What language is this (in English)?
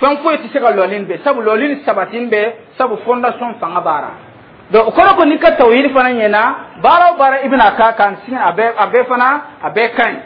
Dyula